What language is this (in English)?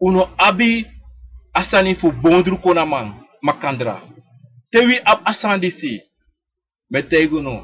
Sranan Tongo